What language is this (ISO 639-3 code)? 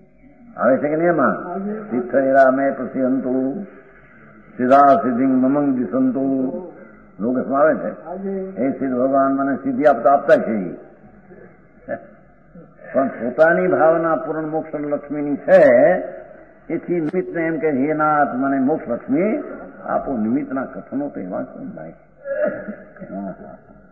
guj